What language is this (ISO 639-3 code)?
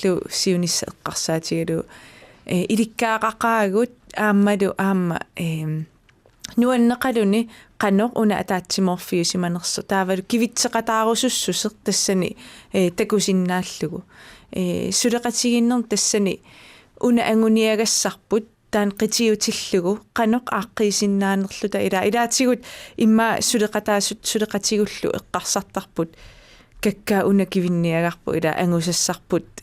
kal